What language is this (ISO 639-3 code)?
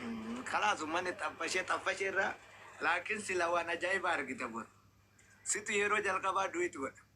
orm